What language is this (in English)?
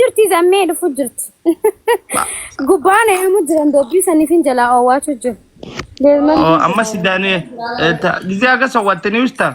Oromo